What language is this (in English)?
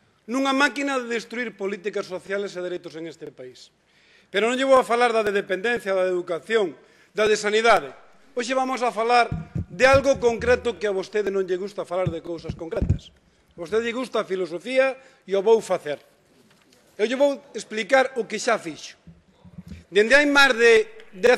Galician